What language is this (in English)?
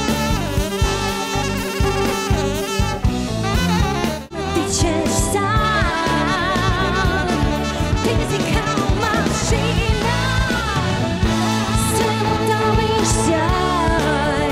Serbian